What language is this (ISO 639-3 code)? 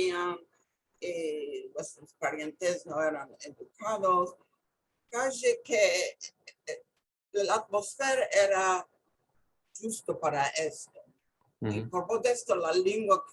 lad